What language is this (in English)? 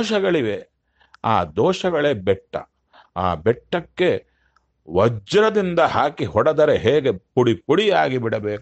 Kannada